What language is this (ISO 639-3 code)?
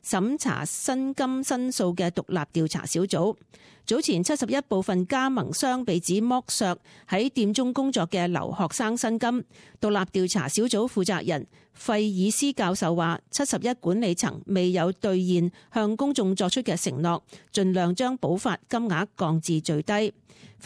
yue